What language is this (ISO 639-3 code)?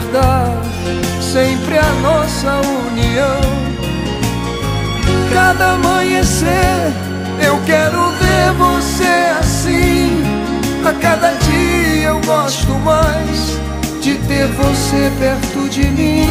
por